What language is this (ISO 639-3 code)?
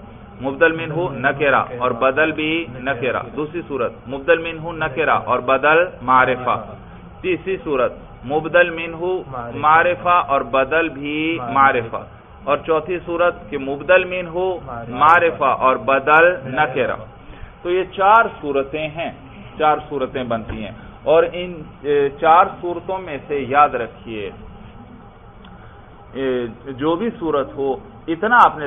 urd